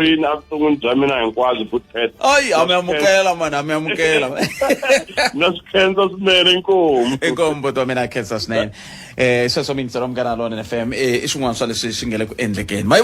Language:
Tsonga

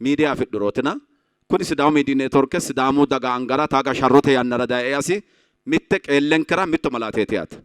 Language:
Sidamo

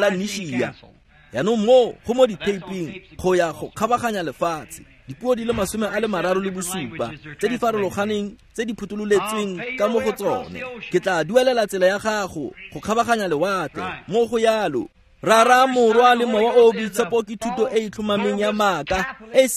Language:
Tswana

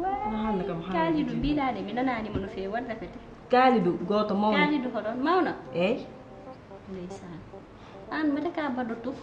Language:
Fula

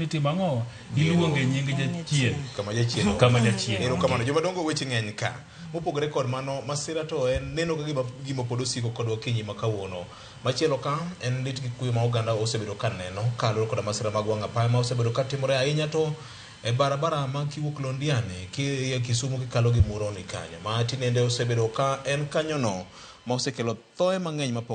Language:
Luo (Kenya and Tanzania)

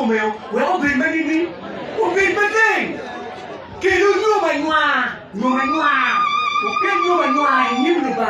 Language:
Acoli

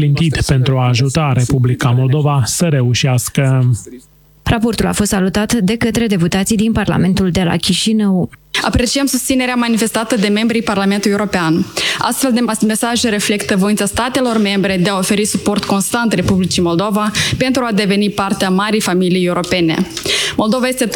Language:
Romanian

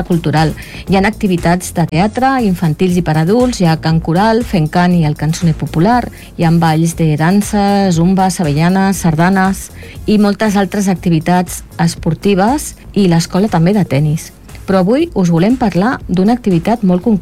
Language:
Catalan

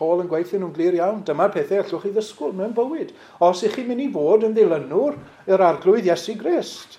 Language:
Welsh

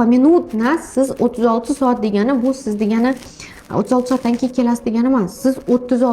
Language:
Uzbek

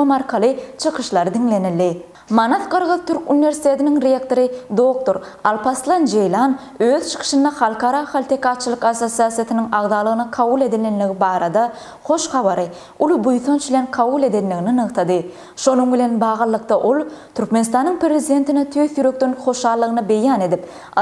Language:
Turkmen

